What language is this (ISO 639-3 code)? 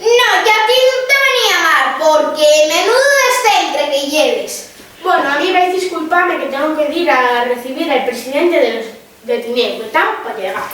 ast